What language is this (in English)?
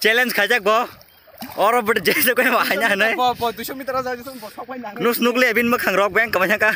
Kok Borok